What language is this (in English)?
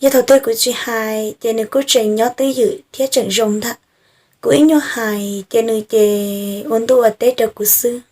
Hmong